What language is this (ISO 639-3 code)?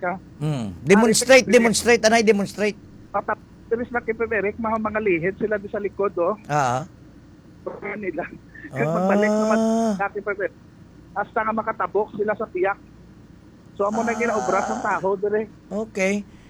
hil